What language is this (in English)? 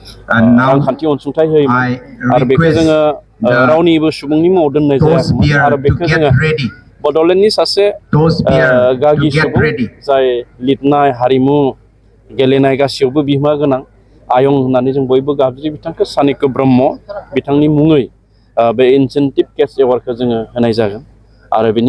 Bodo